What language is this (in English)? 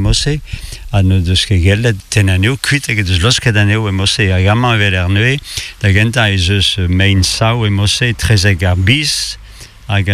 Breton